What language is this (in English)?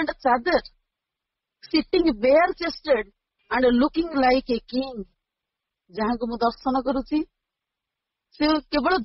Odia